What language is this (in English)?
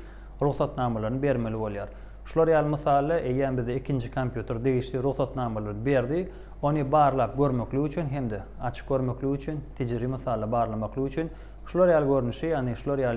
Turkmen